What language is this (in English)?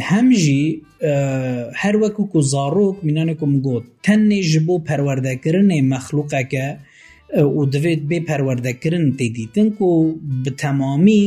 Kurdish